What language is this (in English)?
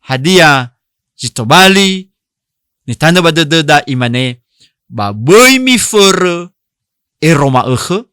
Nias